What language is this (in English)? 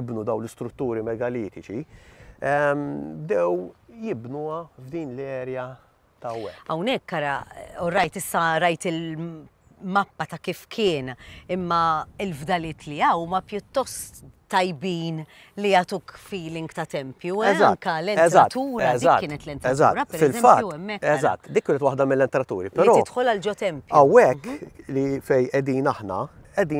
Maltese